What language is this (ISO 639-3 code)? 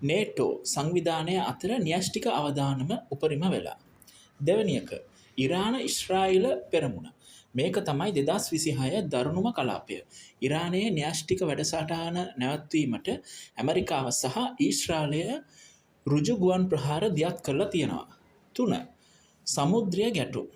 sin